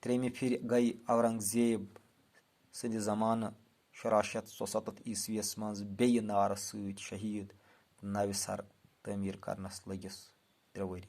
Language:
Kashmiri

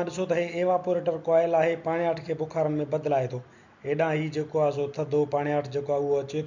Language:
Sindhi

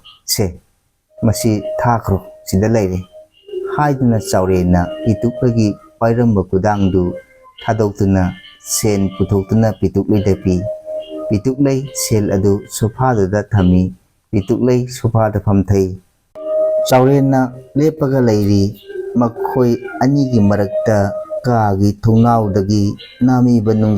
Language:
Manipuri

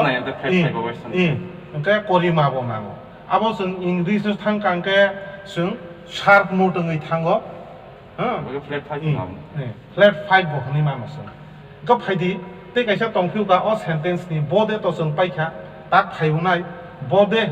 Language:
Kok Borok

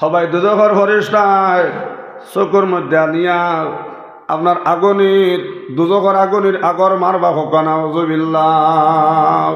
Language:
Sylheti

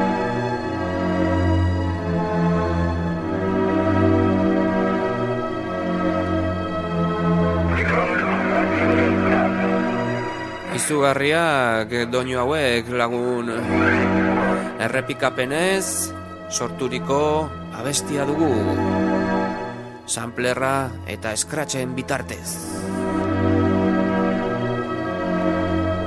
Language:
Basque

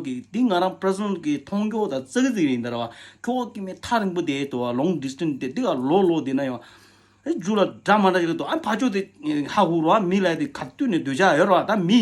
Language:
Tibetan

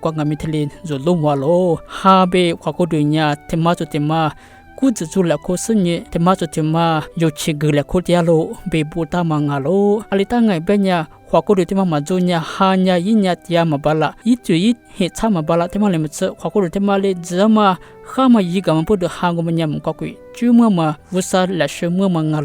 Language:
Lisu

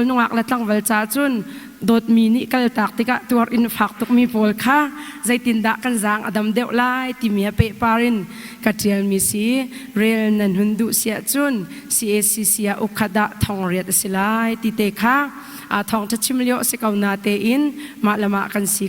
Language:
Hakha Chin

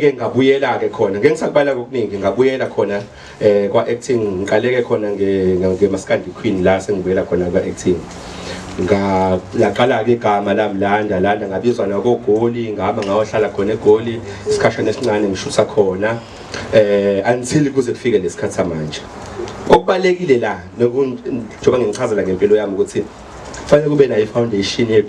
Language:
Zulu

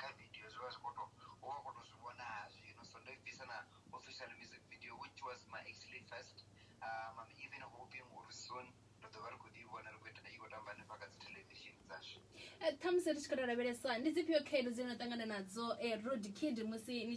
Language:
Venda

